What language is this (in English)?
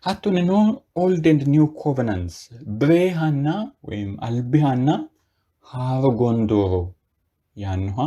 Sidamo